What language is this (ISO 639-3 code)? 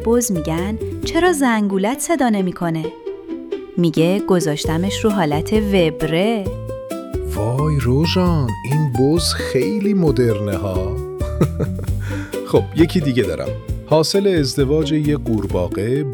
fas